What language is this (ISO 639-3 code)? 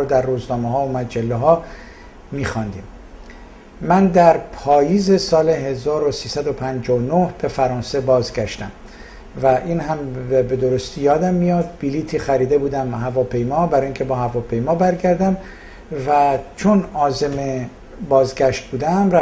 fas